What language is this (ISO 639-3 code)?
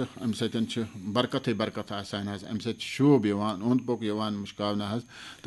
kas